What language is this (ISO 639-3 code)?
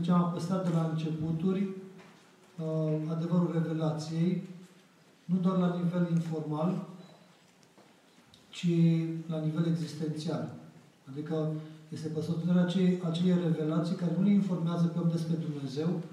ron